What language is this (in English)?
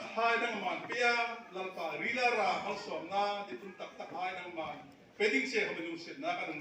Hmar